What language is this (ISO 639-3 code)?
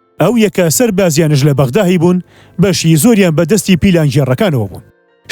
ckb